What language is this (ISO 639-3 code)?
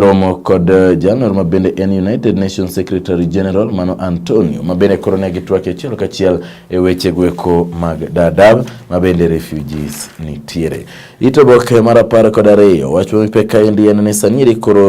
luo